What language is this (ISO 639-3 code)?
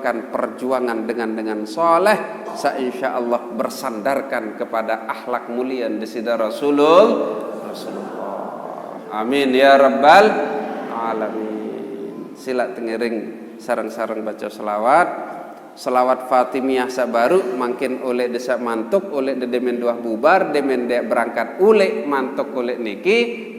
sas